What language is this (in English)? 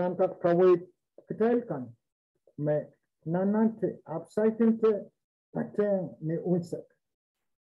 Pohnpeian